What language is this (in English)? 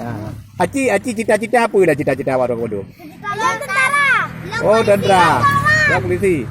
Achinese